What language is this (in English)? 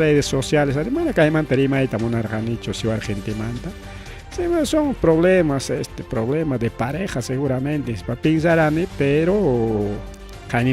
Ayacucho Quechua